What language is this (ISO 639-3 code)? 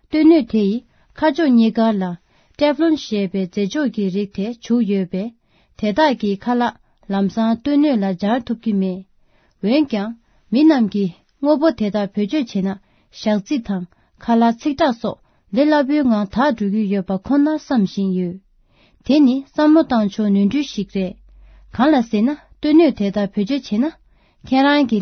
bod